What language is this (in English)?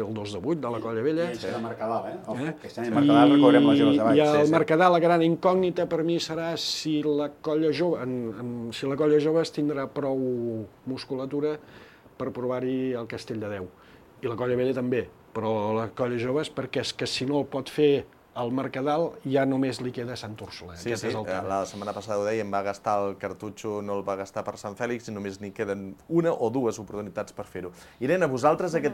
Catalan